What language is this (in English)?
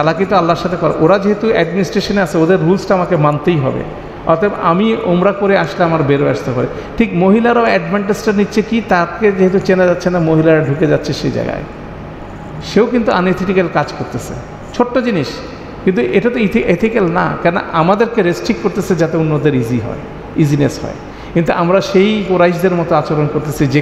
Bangla